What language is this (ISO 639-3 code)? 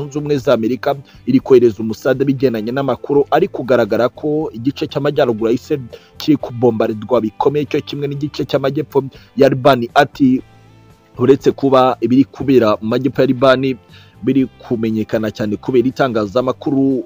kin